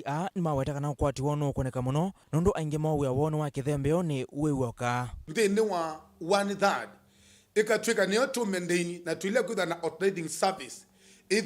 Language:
Kamba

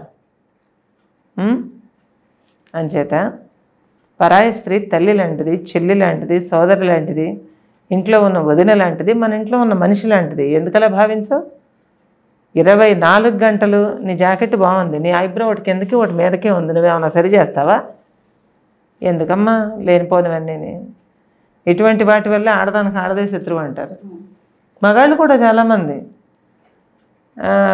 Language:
Telugu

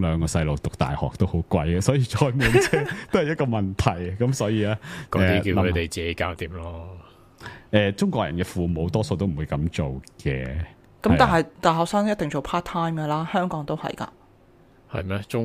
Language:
Cantonese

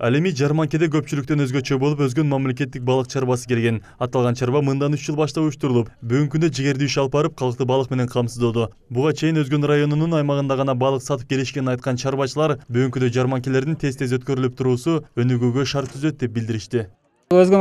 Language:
Kyrgyz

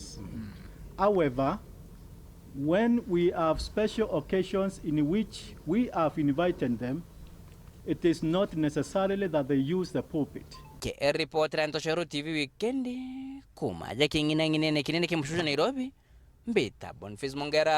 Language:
Meru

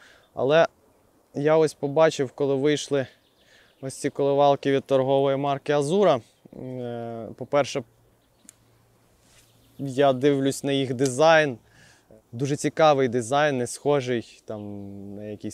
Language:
Ukrainian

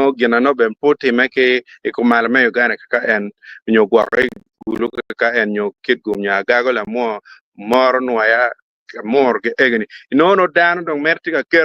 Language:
Acoli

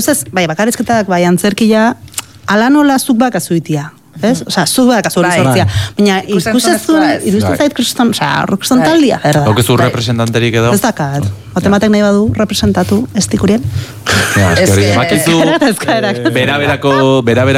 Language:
Basque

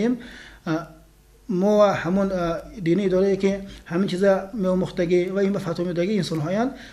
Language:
Tajik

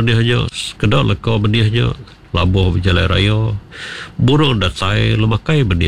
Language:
Iban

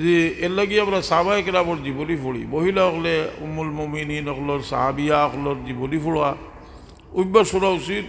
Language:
Sylheti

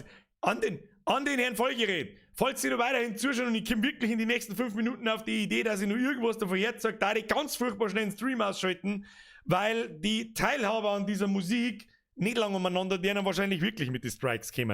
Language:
Bavarian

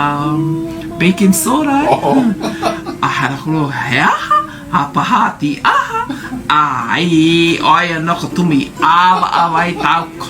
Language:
Hawaiian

